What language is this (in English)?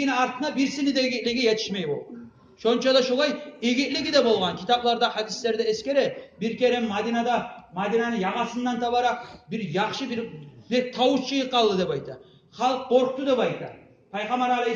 Kumyk